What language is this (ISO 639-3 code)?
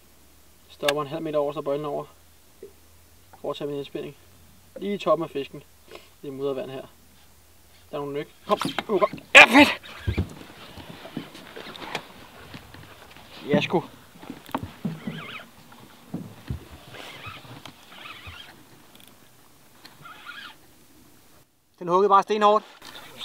dan